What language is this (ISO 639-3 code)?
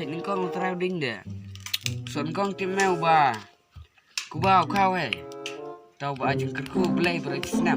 kha